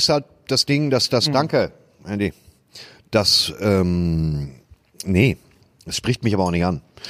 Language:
German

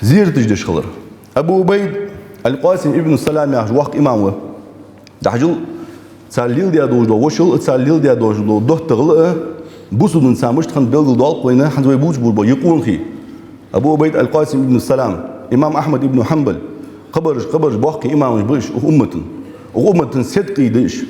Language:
Ingush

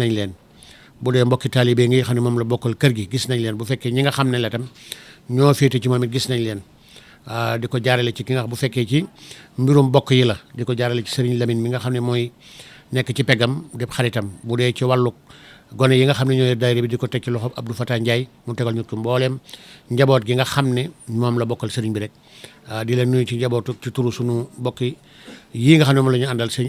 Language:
Wolof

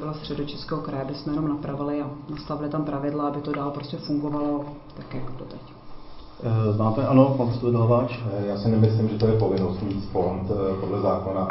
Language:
Czech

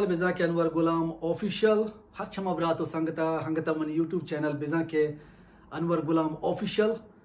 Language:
Baluchi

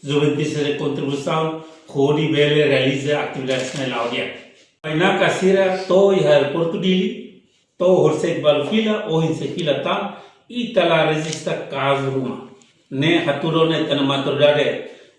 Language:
Tetum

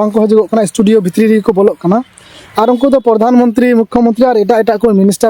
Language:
Santali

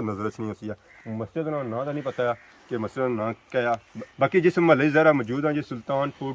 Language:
Pahari-Potwari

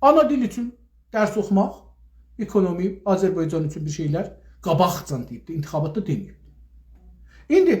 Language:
South Azerbaijani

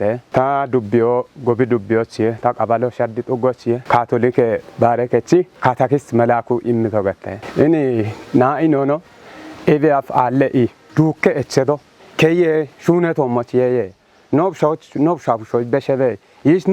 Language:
Kafa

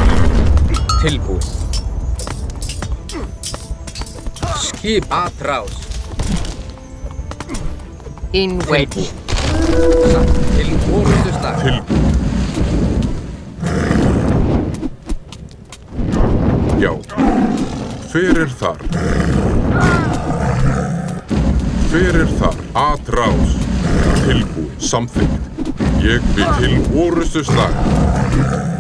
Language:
Icelandic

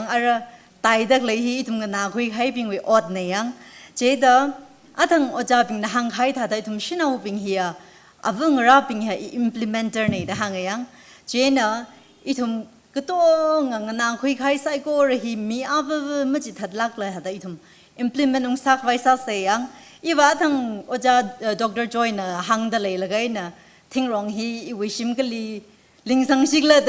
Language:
Tangkhul Naga (India)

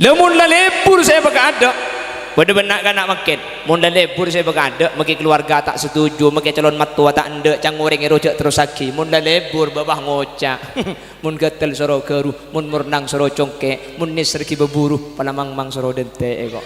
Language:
Madurese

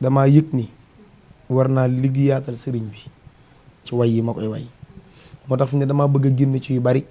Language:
Wolof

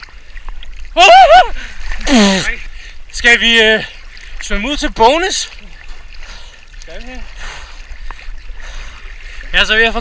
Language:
Danish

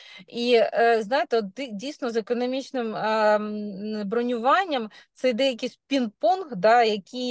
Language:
Ukrainian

